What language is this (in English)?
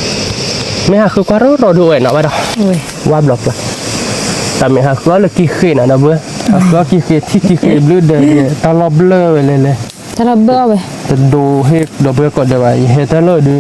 S'gaw Karen